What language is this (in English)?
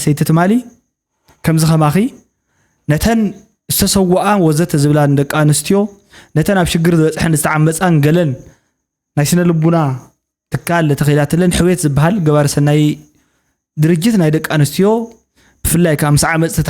Tigrinya